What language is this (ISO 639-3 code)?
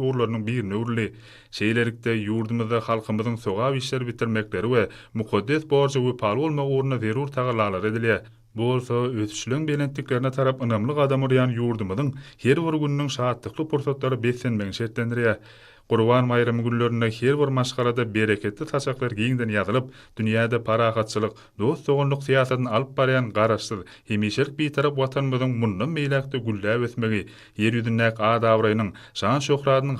tuk